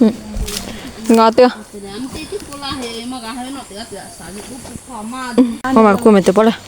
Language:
Lahu Shi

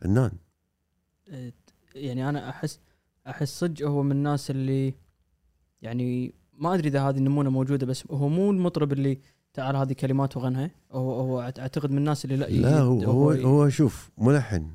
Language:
Gulf Arabic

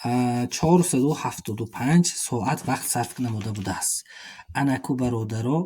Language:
Tajik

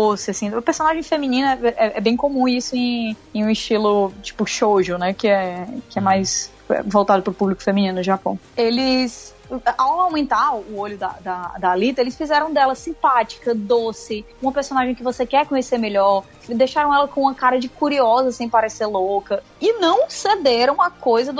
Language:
Portuguese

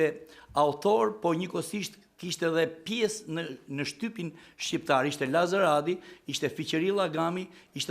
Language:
Albanian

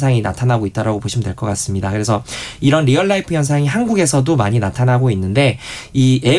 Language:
Korean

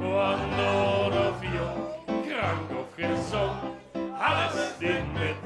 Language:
Limburgish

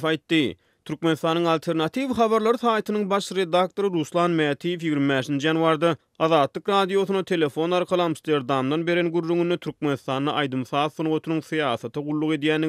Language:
Turkmen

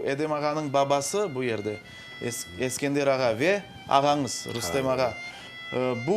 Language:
Crimean Tatar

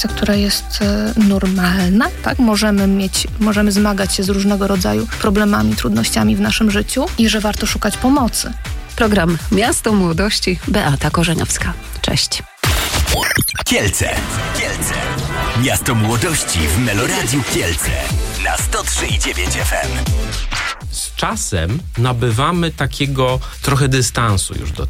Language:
Polish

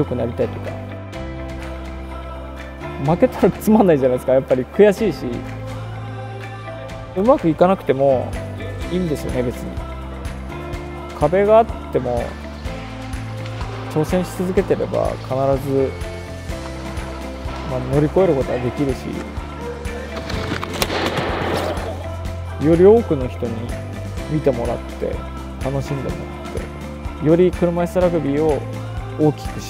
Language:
Japanese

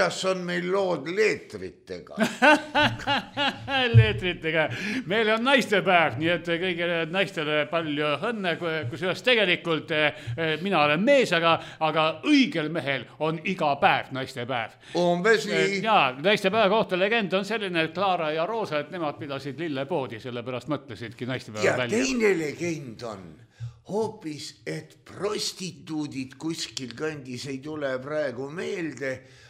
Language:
Estonian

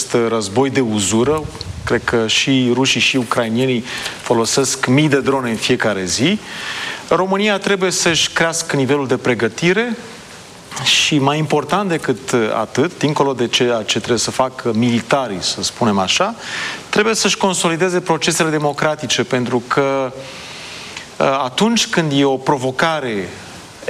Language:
Romanian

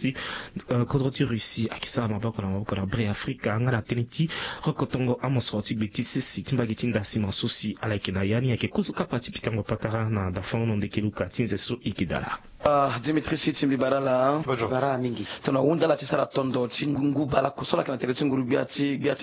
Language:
Sango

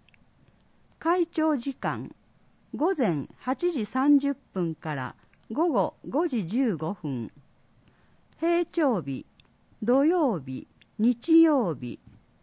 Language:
Japanese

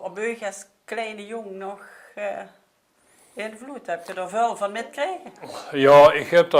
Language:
Limburgish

